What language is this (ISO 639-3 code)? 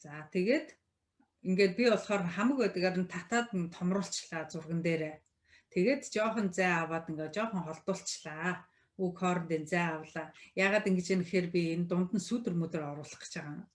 mon